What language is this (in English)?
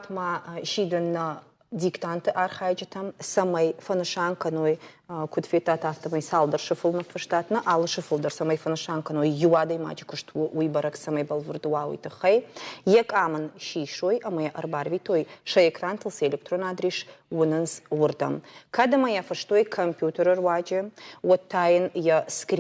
Ossetic